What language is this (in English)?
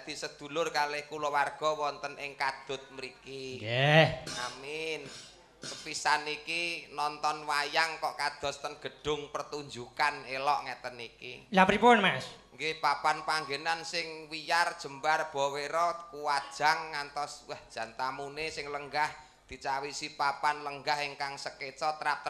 Javanese